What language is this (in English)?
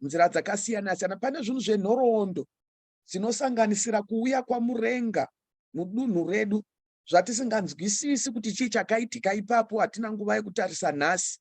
Shona